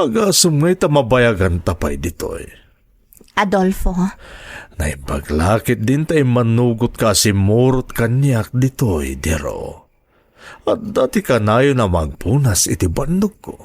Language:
Iloko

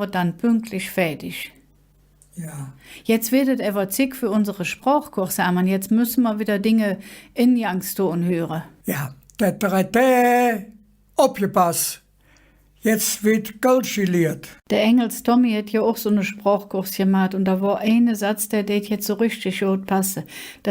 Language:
Colognian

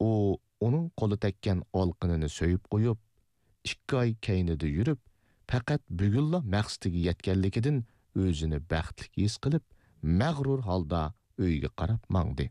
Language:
Uyghur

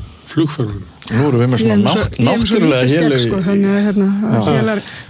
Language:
Icelandic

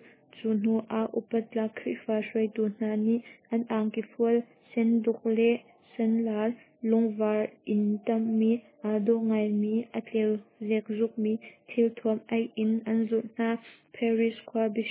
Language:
Hakha Chin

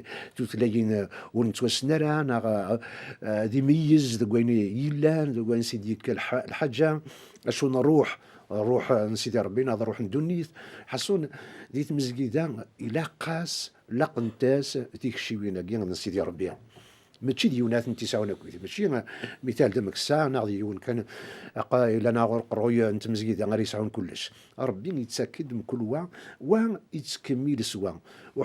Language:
Kabyle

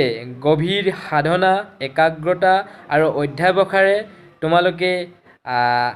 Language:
Assamese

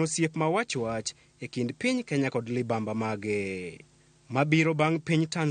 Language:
Luo (Kenya and Tanzania)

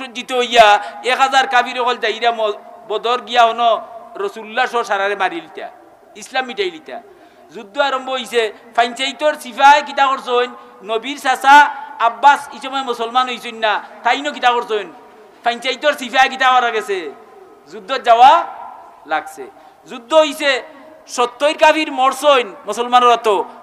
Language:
Sylheti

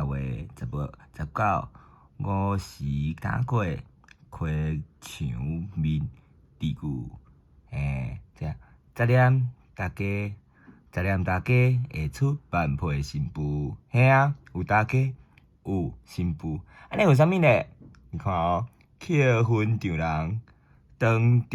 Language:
Min Nan Chinese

